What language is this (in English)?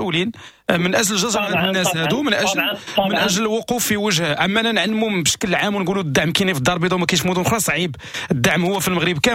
Moroccan Arabic